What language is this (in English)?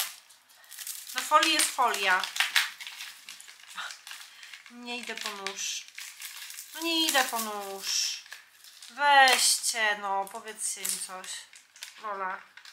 Polish